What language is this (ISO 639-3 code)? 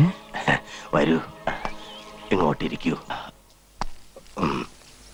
mal